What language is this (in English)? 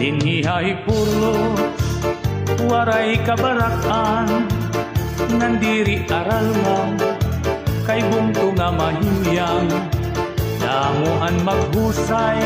Waray